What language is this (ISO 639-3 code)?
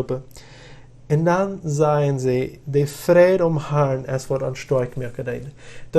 pdt